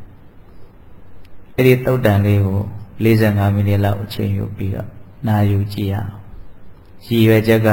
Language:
Burmese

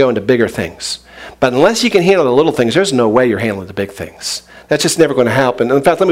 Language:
English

